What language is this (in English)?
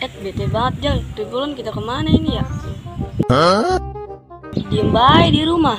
Betawi